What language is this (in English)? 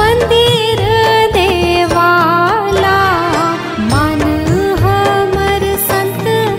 Chhattisgarhi